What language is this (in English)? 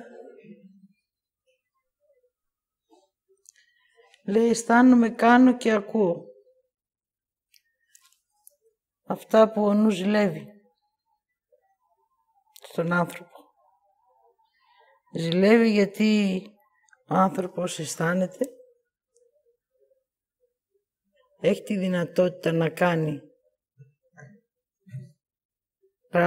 Greek